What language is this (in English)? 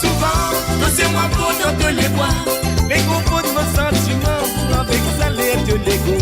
Morisyen